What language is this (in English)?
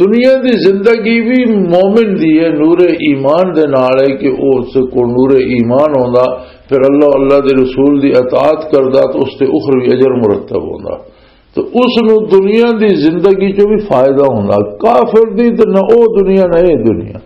Western Panjabi